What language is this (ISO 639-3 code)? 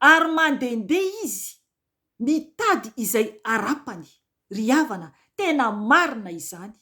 mlg